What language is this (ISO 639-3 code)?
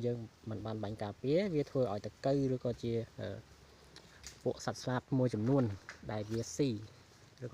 khm